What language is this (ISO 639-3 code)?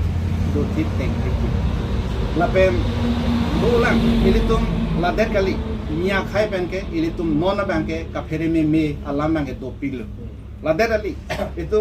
mjw